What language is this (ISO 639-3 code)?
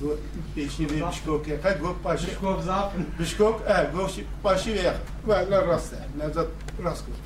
kur